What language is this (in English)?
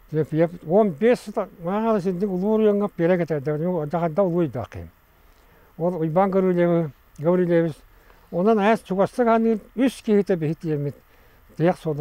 Yakut